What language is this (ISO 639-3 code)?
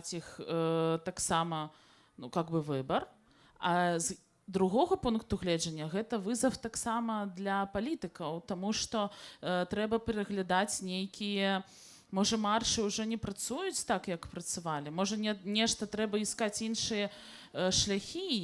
bel